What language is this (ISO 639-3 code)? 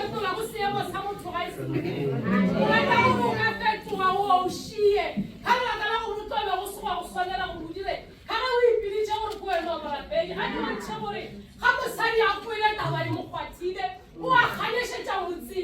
nso